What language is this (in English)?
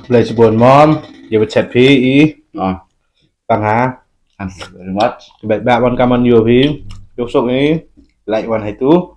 Khasi